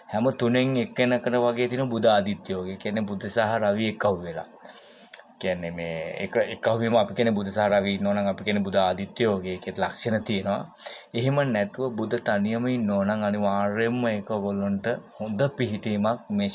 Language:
Sinhala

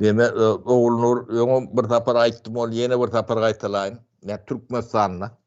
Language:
Turkmen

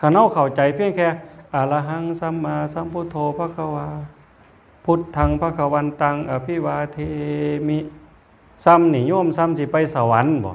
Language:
Northeastern Thai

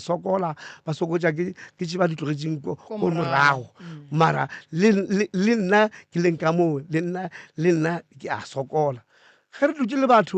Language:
Northern Sotho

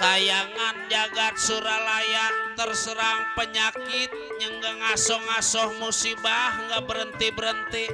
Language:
Betawi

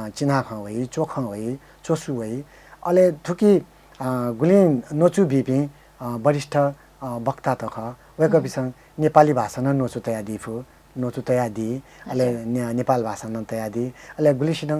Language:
Newari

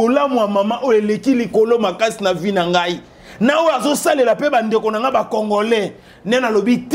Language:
Lingala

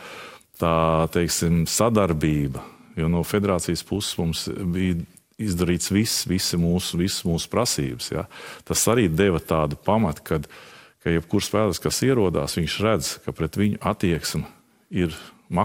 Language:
Latvian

